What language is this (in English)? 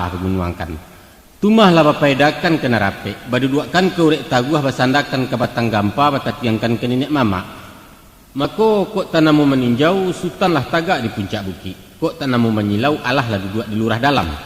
Minangkabau